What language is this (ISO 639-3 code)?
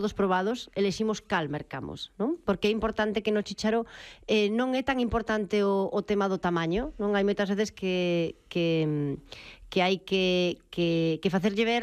glg